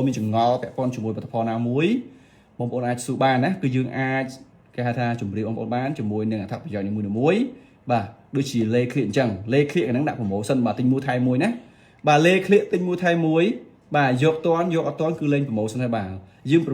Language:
Khmer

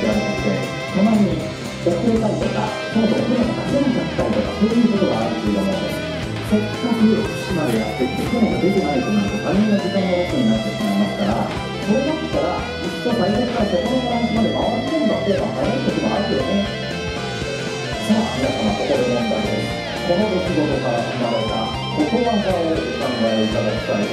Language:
Japanese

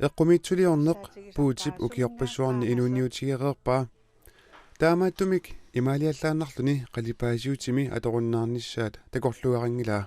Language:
Kalaallisut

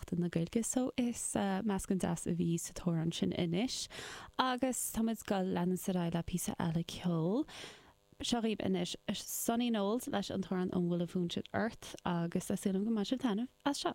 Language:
Irish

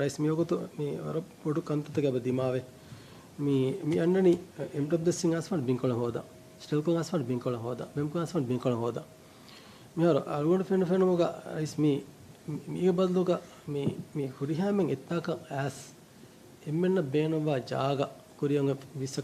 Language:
Divehi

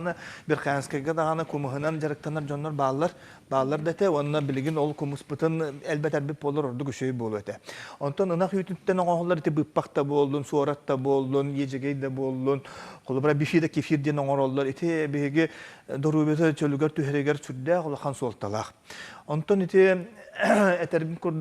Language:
Yakut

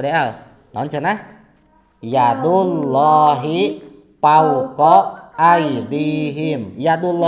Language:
Sundanese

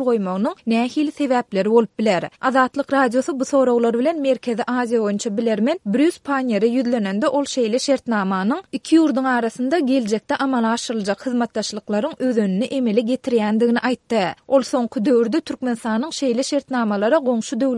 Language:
Turkmen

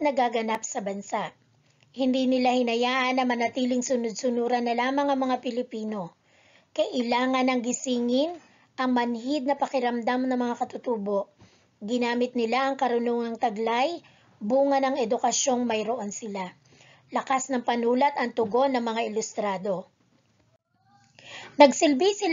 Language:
Filipino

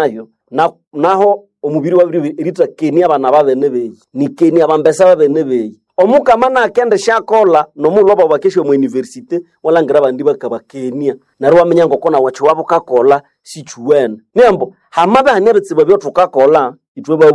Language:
Nande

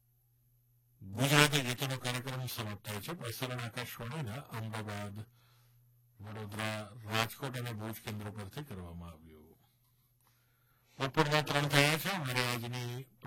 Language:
Gujarati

